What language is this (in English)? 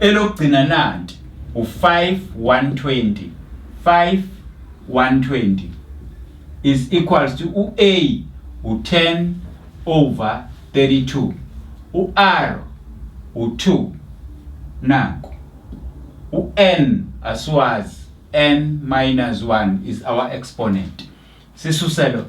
Zulu